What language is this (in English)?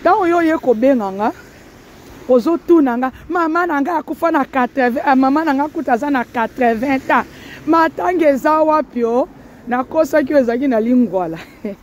Lingala